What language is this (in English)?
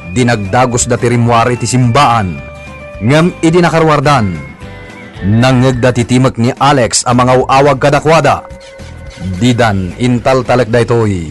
Iloko